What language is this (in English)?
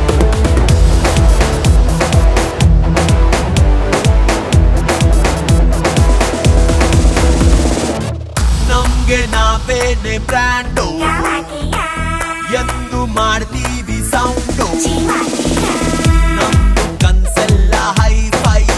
Kannada